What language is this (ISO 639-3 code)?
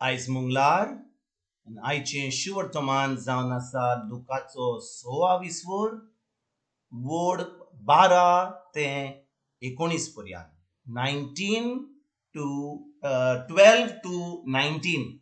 kok